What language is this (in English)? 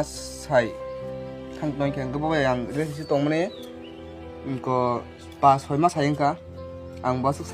Kok Borok